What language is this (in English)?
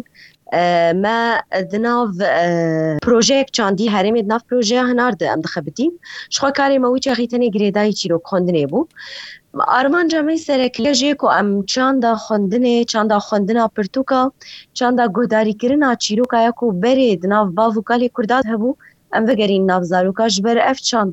Kurdish